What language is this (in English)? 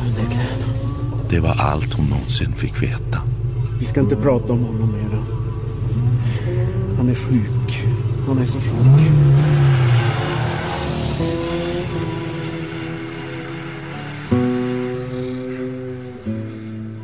Swedish